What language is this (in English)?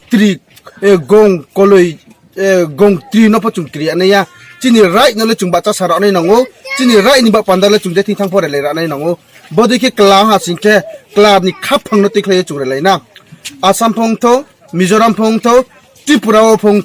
Riang (India)